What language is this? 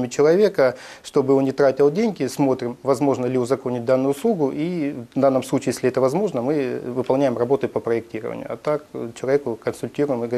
Russian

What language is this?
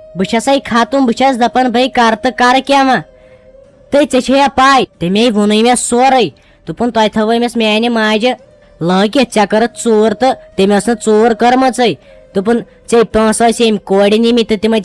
Kashmiri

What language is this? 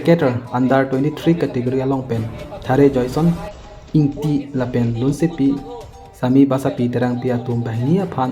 Karbi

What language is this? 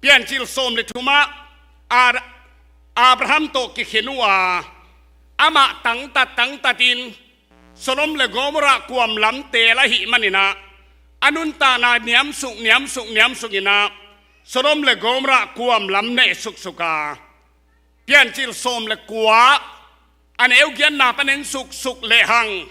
Tedim Chin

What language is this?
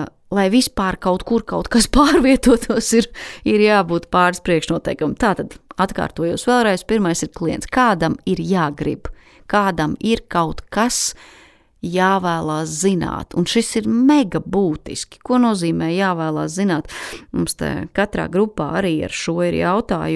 Latvian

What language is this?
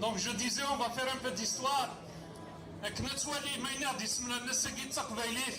Kabyle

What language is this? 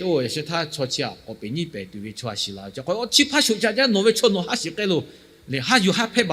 Lahu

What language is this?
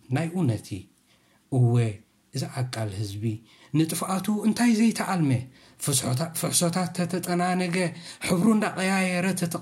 Tigrinya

